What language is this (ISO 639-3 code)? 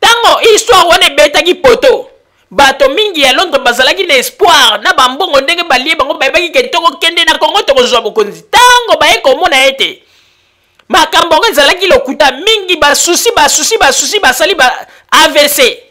lin